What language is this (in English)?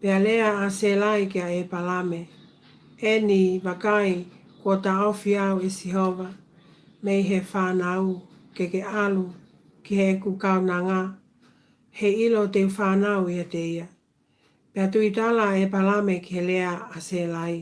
Tongan